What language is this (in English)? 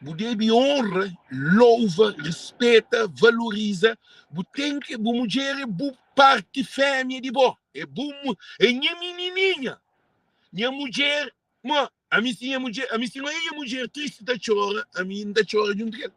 Kabuverdianu